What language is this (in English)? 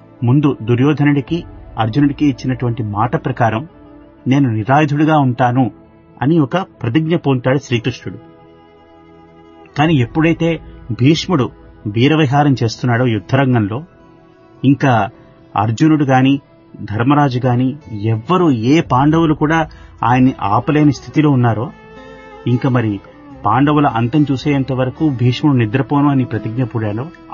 Telugu